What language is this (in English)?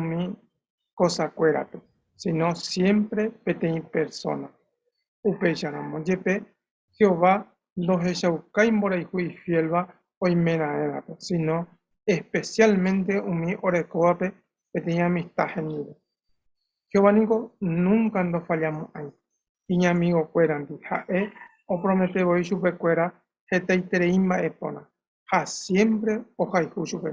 Guarani